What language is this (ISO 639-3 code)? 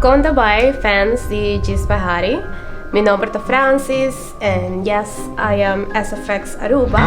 pap